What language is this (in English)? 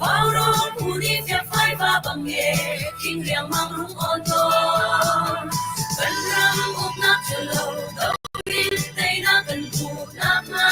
Hakha Chin